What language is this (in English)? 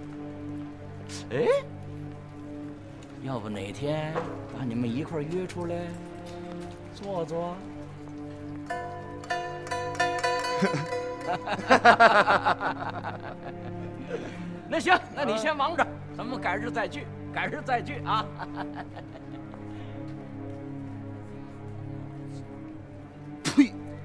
Chinese